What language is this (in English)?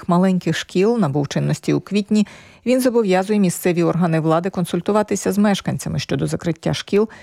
Ukrainian